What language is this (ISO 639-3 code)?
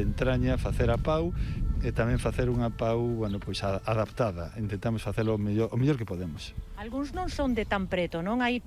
glg